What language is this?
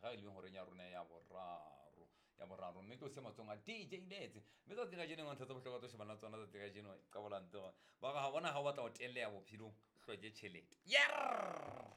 Southern Sotho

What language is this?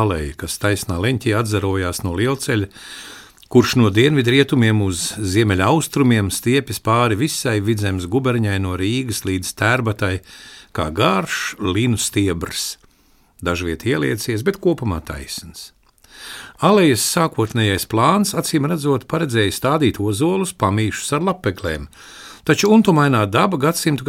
Latvian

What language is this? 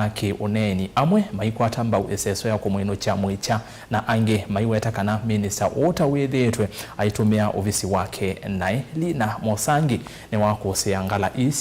Kamba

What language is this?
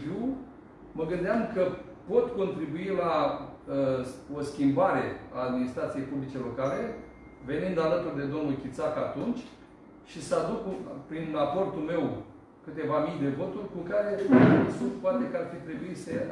Romanian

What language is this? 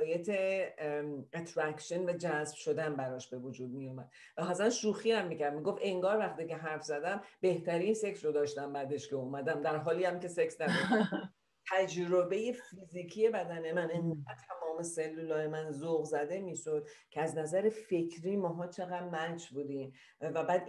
Persian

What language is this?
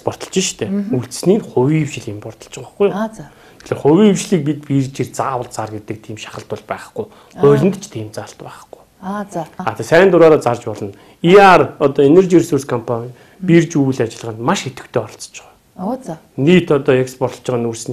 Mongolian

